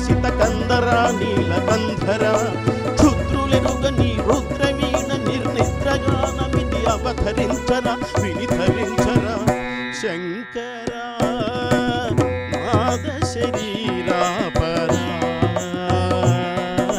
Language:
Telugu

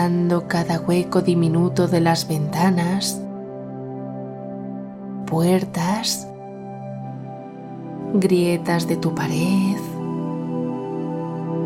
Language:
Spanish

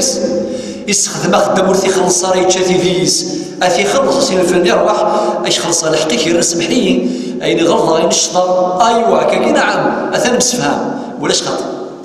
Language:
Kabyle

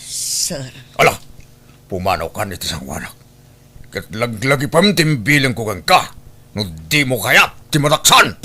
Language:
Iloko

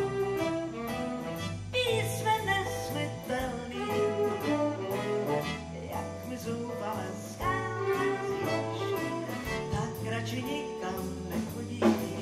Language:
Czech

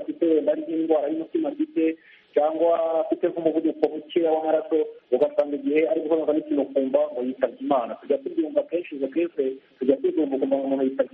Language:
Kinyarwanda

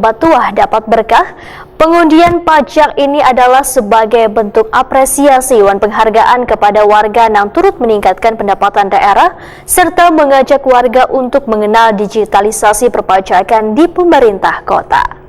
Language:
Banjar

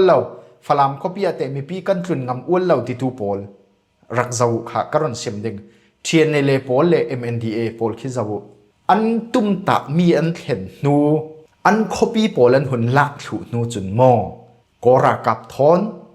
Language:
Falam Chin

